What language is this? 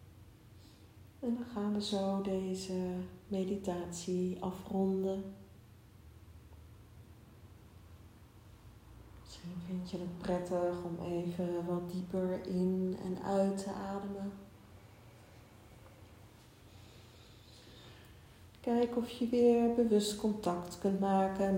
Dutch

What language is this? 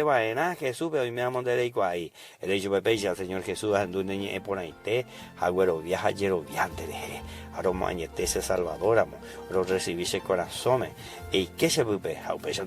Guarani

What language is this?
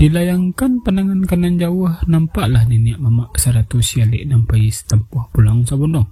Minangkabau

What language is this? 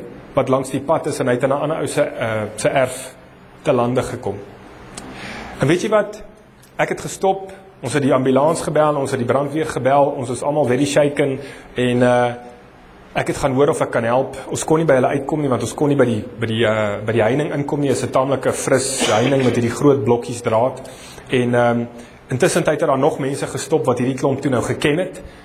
Afrikaans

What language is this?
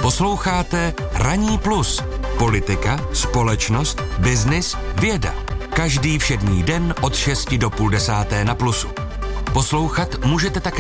Czech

